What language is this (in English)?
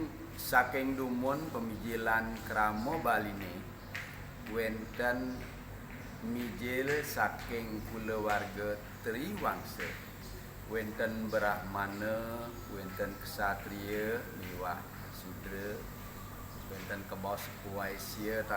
Balinese